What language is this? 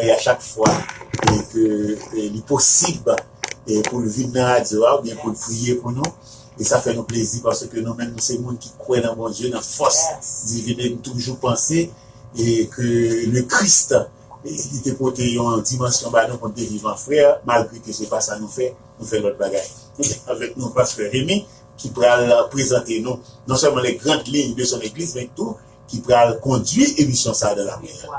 Haitian Creole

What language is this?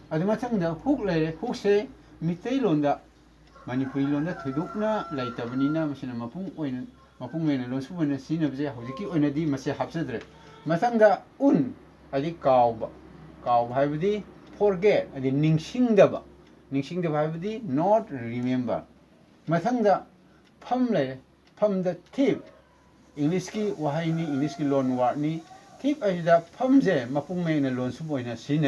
Manipuri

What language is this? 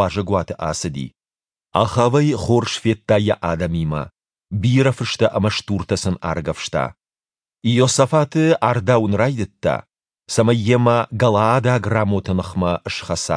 Ossetic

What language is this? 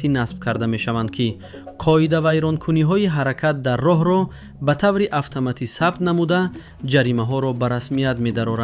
Tajik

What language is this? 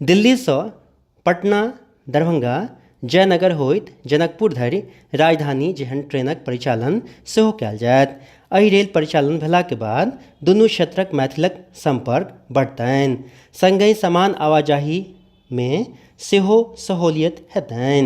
Maithili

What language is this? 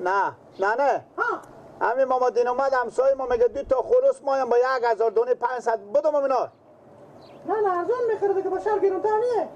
Persian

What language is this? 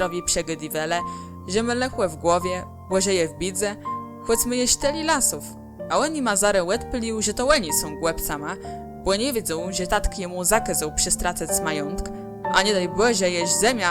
Kashubian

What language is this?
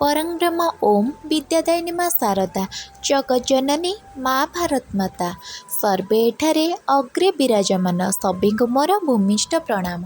Odia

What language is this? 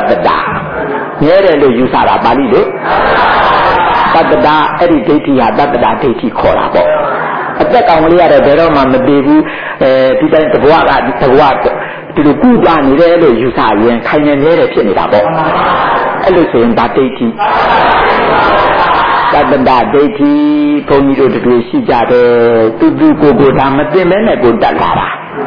Burmese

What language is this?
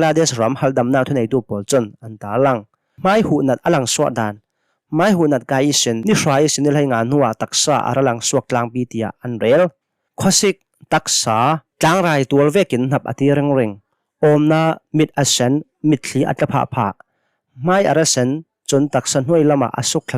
Hakha Chin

